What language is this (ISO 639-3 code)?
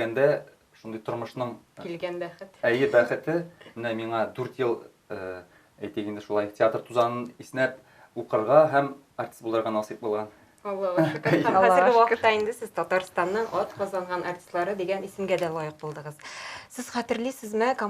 tat